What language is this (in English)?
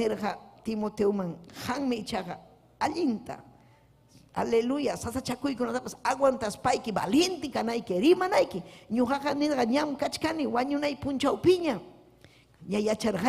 Ayacucho Quechua